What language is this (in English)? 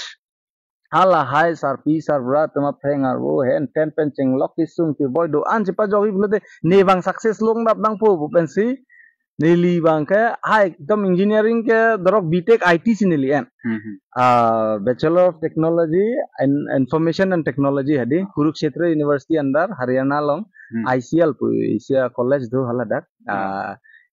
Karbi